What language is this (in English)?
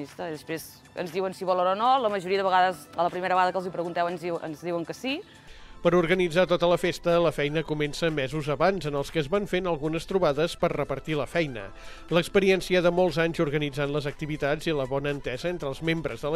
Catalan